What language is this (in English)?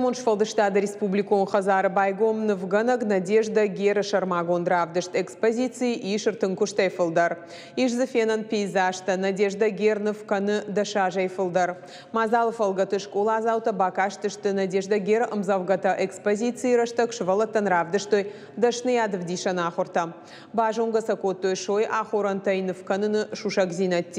Ossetic